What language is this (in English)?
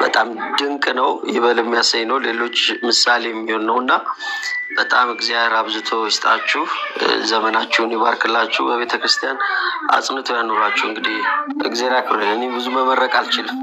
Amharic